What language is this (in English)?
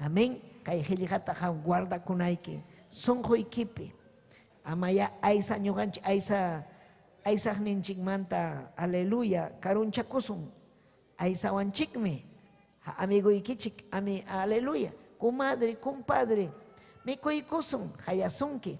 Ayacucho Quechua